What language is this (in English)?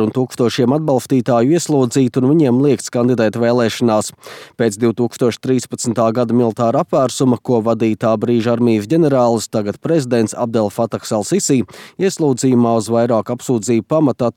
Latvian